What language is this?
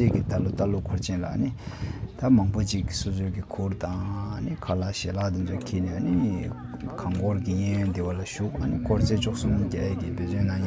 Tibetan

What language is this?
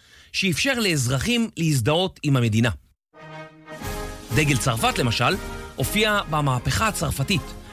Hebrew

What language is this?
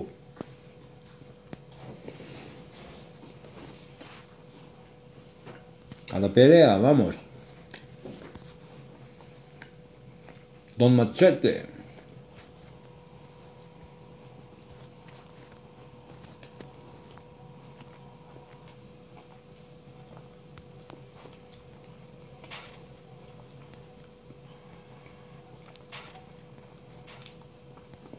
Spanish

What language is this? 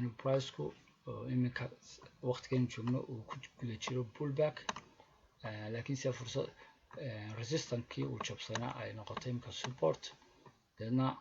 Somali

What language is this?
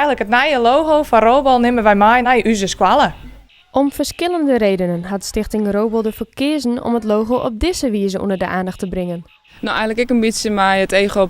Western Frisian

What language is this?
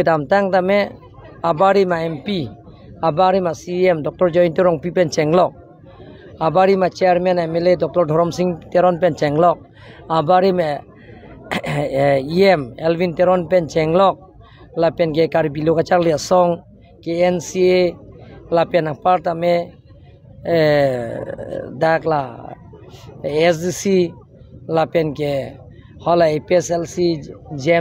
Karbi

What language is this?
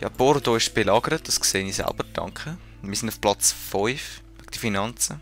Swiss German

